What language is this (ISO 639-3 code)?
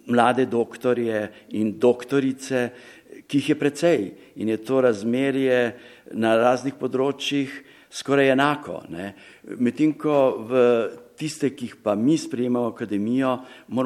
slv